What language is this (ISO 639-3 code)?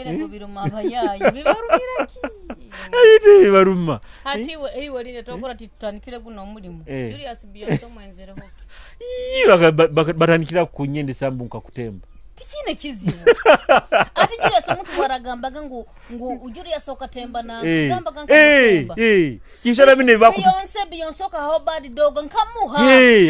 nyo